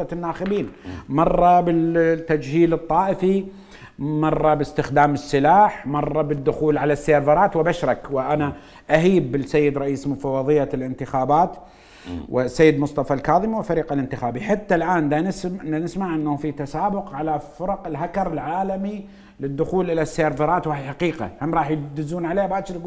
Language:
Mesopotamian Arabic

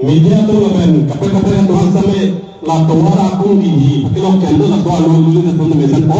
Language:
Karbi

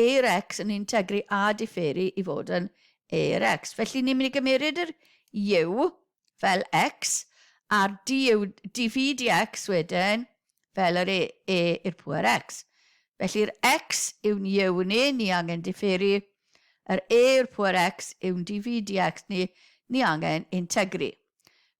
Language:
Welsh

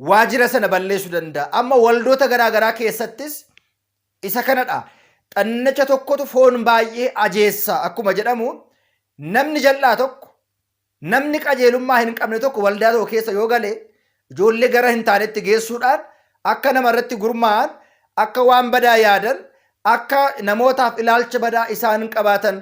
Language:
Oromo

